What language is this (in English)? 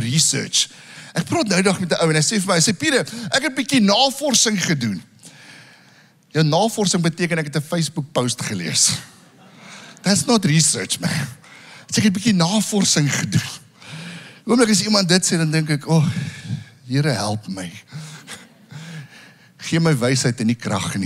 Afrikaans